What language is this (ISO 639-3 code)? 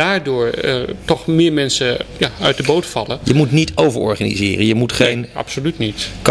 nld